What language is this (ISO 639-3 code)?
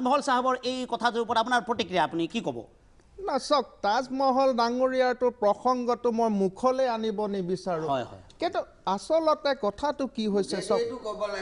asm